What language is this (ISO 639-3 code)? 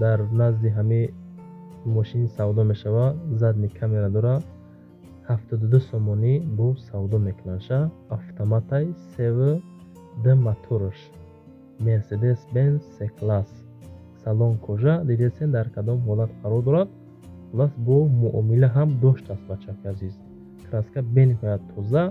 tgk